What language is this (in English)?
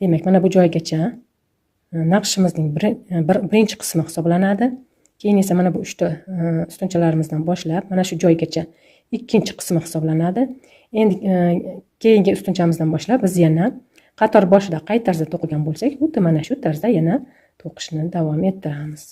Uzbek